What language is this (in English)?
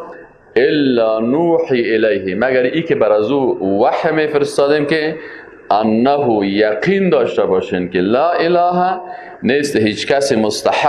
Persian